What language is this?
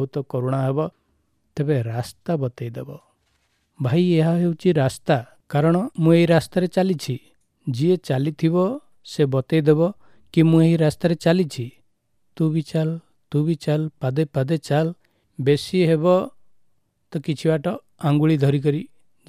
Odia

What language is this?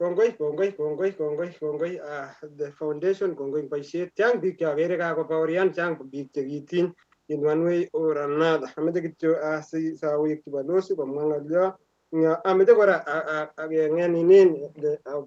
Kalenjin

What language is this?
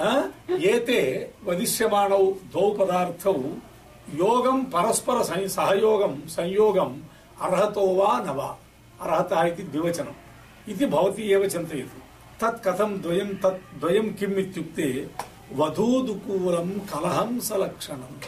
Sanskrit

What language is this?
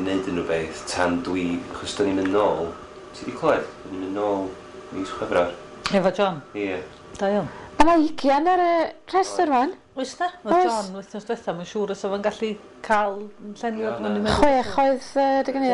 Welsh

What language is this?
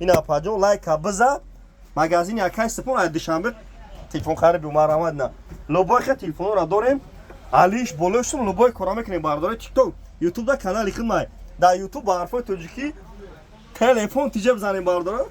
Tajik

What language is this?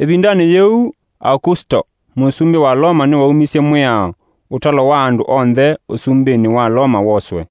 Kamba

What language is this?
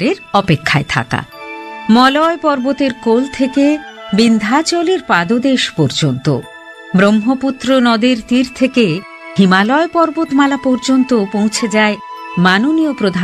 Bangla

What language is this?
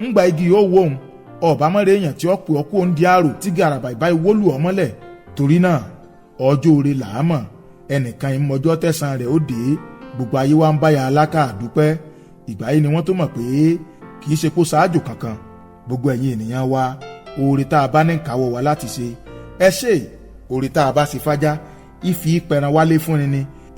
Yoruba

